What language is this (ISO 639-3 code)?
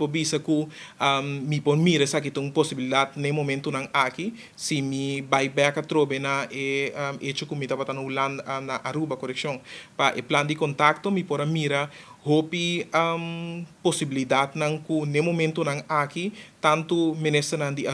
pap